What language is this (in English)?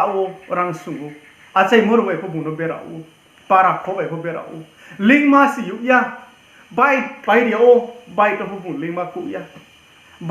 Riang (India)